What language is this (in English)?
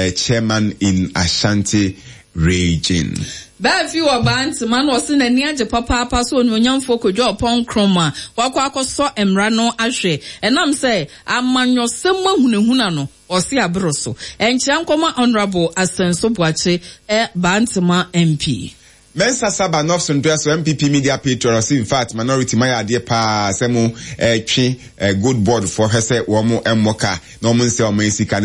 Akan